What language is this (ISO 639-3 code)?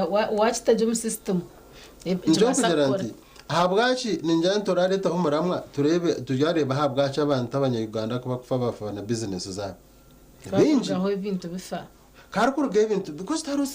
nyn